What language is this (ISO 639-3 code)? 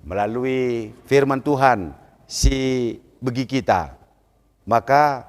btx